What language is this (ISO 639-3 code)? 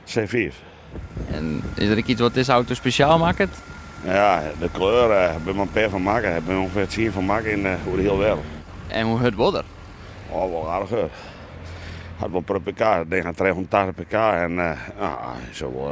fry